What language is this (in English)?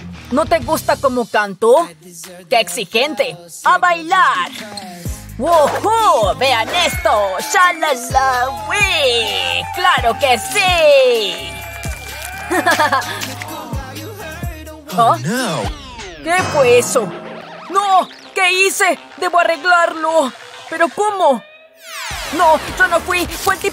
Spanish